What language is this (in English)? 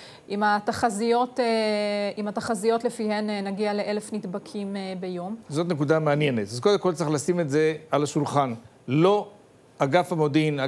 Hebrew